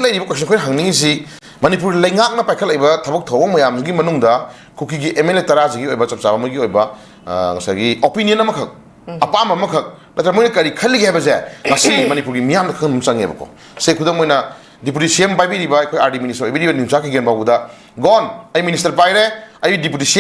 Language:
Manipuri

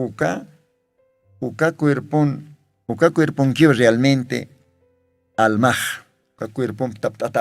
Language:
Aymara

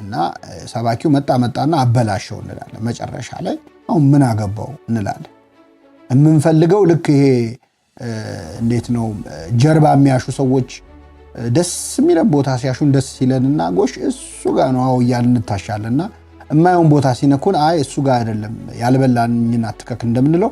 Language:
Amharic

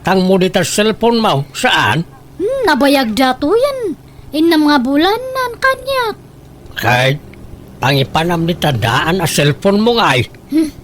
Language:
Iloko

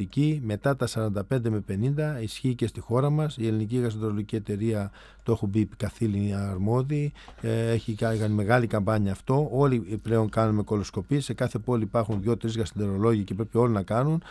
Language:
Greek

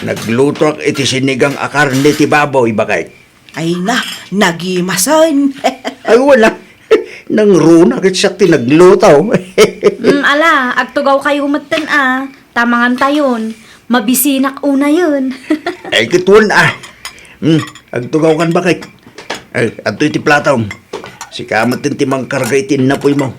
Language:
Iloko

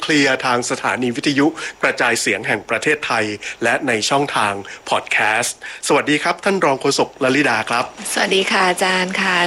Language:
Thai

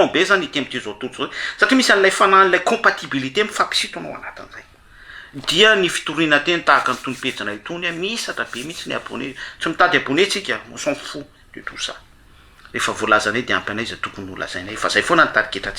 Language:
Malagasy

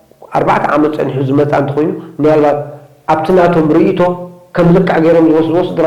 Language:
Tigrinya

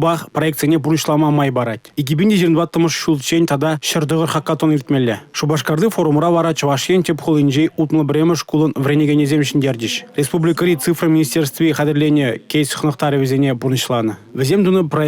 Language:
Chuvash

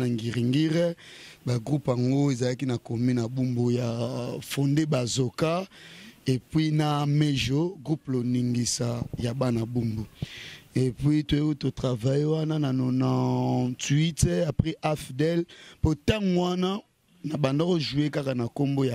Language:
Lingala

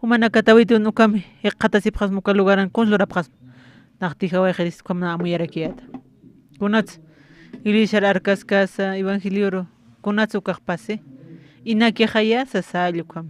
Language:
Aymara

